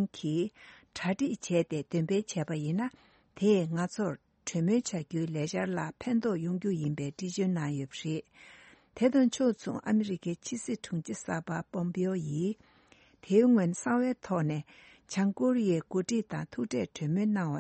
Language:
Tibetan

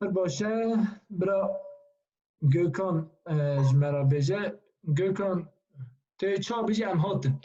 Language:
Kurdish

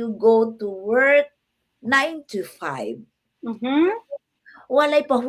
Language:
Cebuano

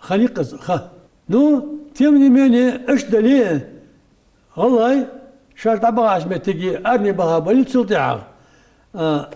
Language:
Ingush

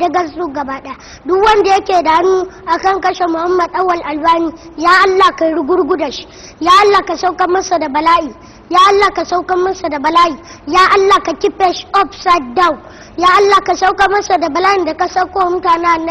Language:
Hausa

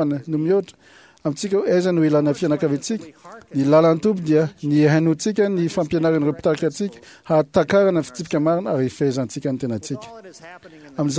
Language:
Malagasy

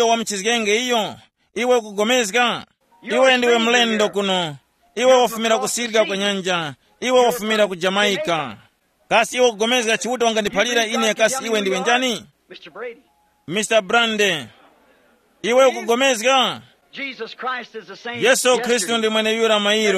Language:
Tumbuka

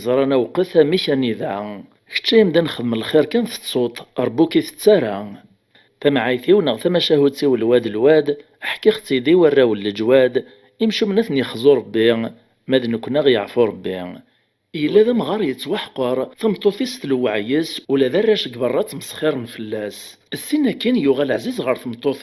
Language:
Kabyle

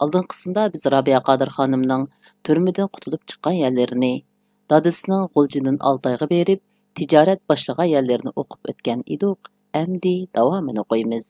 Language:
Uyghur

